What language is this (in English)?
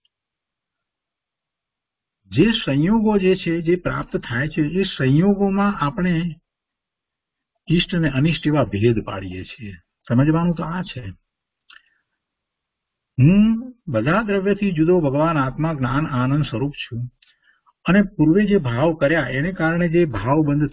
Gujarati